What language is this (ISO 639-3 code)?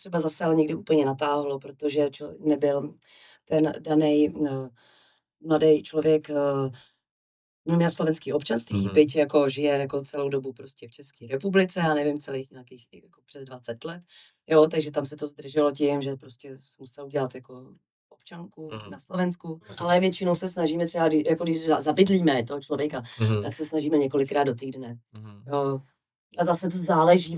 ces